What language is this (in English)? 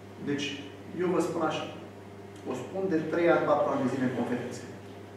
Romanian